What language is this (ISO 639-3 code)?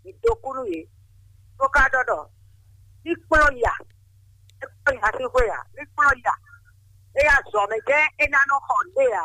fon